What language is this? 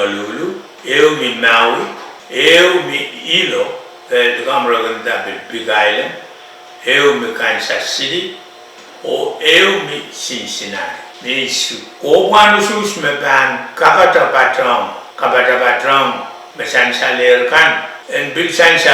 Pohnpeian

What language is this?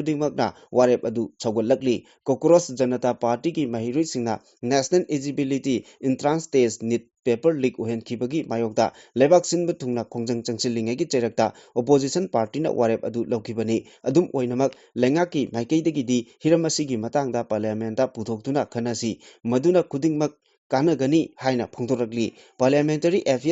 Manipuri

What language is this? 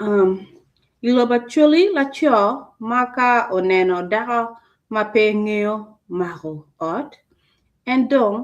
Acoli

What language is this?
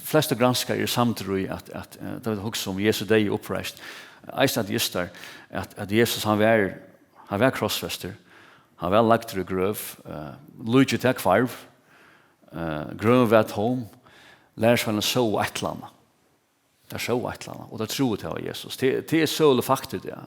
Faroese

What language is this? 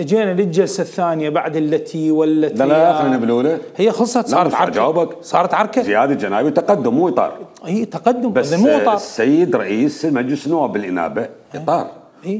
Mesopotamian Arabic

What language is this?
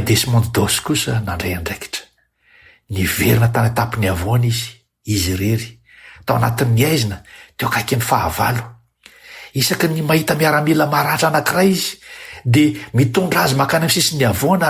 Malagasy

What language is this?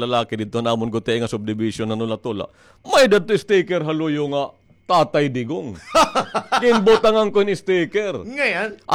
Waray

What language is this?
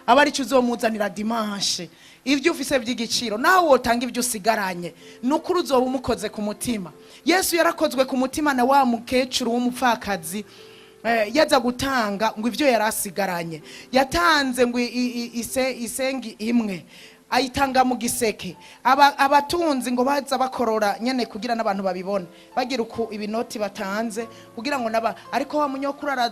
Rundi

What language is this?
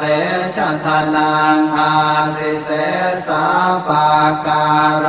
Pali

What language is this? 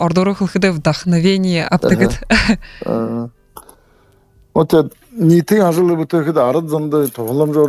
Buriat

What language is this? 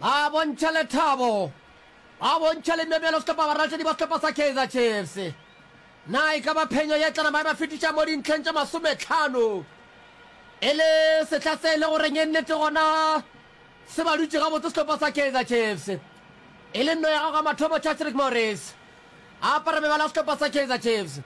Northern Sotho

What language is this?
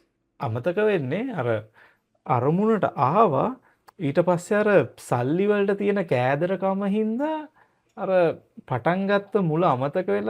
Sinhala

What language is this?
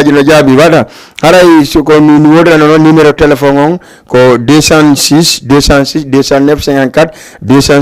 Fula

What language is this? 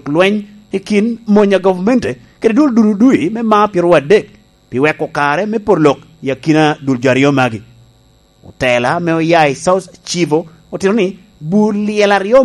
Lango (Uganda)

